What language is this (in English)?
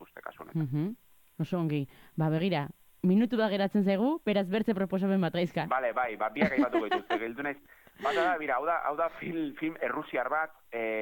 Basque